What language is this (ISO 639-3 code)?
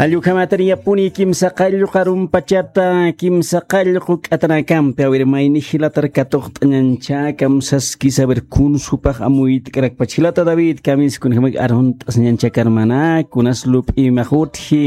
aym